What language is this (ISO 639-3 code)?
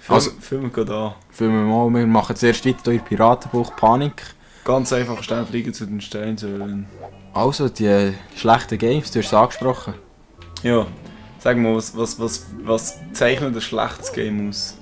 gsw